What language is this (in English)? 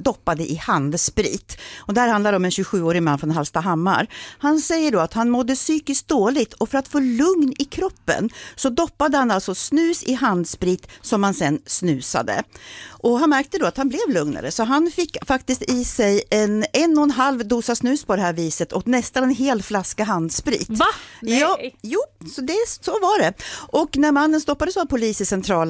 Swedish